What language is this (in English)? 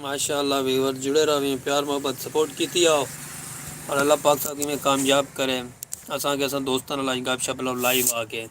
Saraiki